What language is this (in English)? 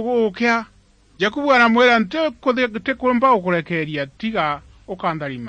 Meru